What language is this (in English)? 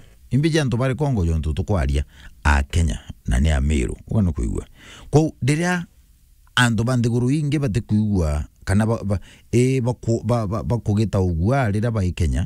Meru